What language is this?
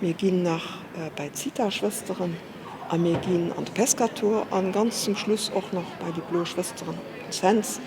Luxembourgish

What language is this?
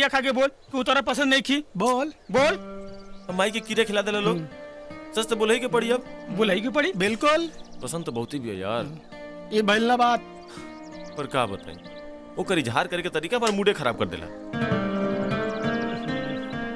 Bhojpuri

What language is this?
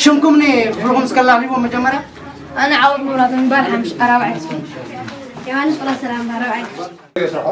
Tigrinya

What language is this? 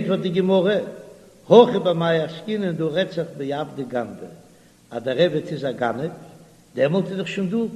Yiddish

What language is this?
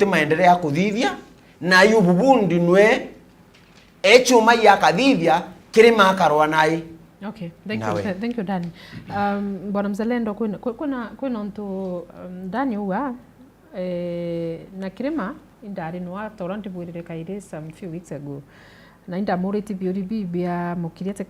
Meru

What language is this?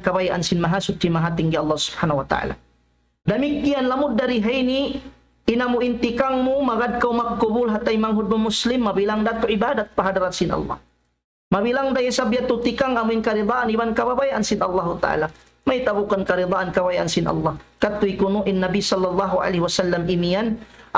Tausug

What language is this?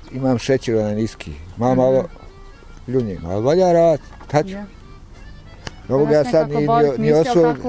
Bosnian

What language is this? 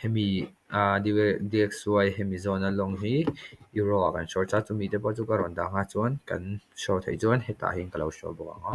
Mizo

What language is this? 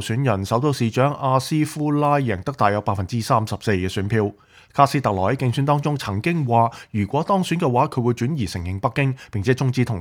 Cantonese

